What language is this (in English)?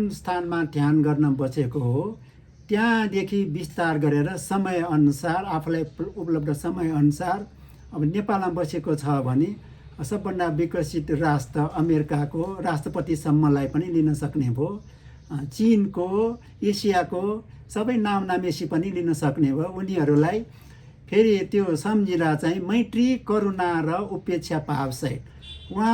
Nepali